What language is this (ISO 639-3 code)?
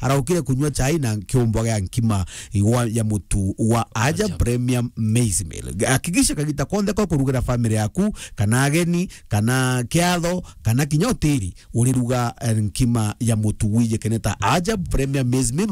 mer